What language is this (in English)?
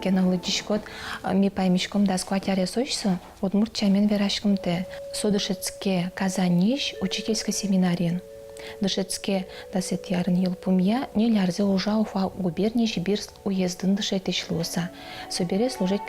Udmurt